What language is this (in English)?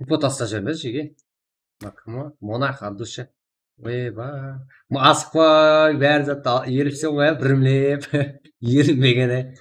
Kara-Kalpak